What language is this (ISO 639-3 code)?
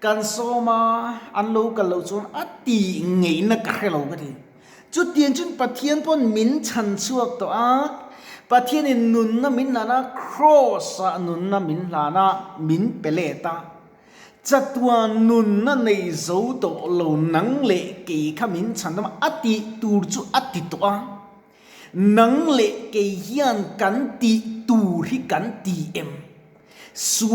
lus